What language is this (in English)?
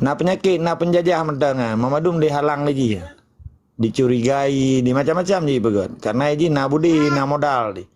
Achinese